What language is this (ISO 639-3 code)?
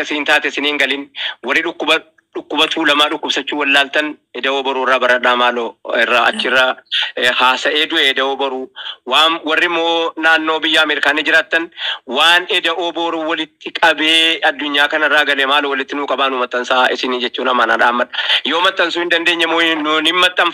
orm